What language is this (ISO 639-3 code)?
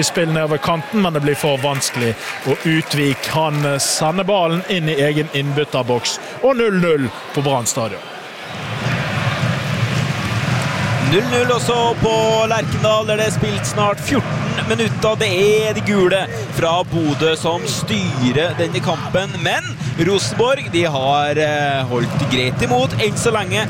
nor